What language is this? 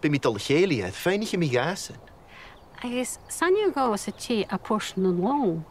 Scottish Gaelic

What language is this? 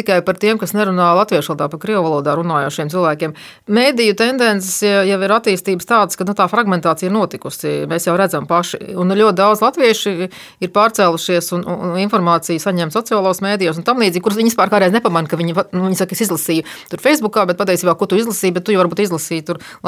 Latvian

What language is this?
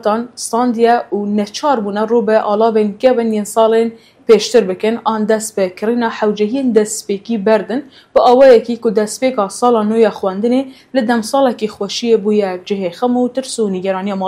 Kurdish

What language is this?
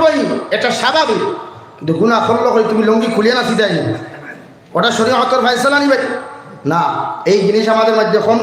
Sylheti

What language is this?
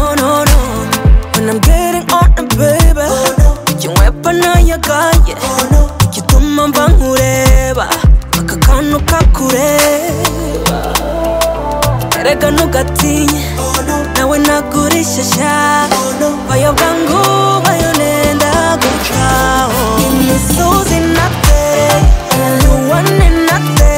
Kinyarwanda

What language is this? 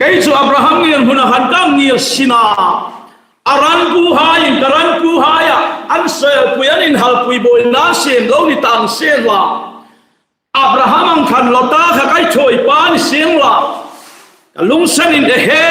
Hmar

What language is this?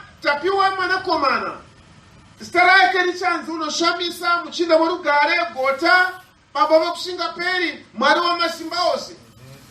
Shona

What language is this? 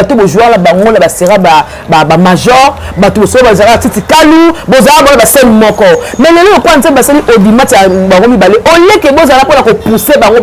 Lingala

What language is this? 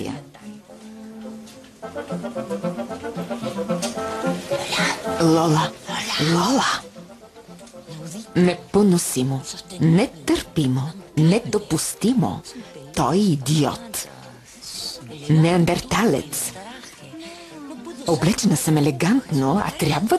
Bulgarian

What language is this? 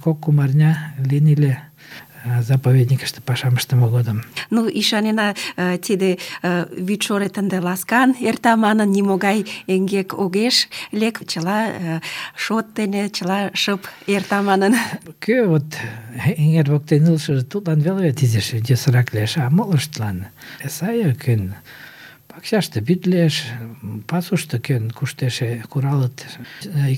Mari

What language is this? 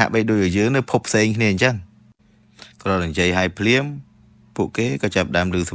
Khmer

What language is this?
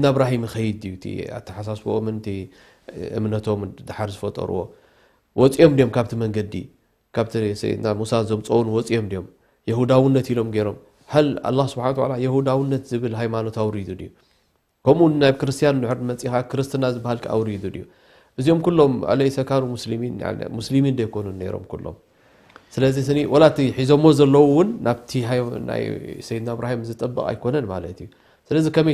Tigrinya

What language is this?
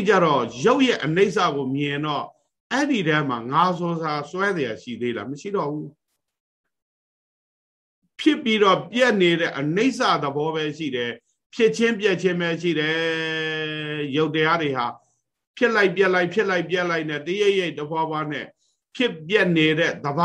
Burmese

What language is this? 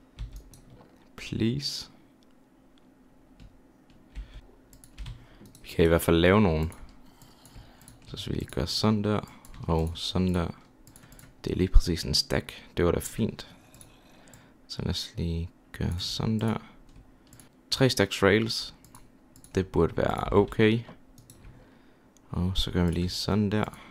Danish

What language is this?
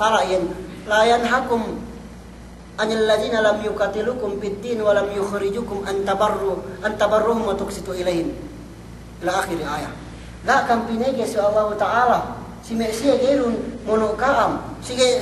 Yakan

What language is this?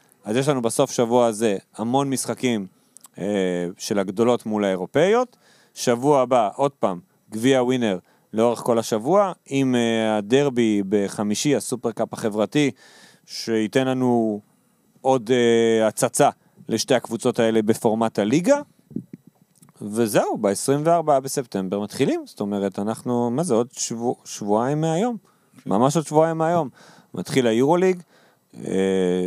Hebrew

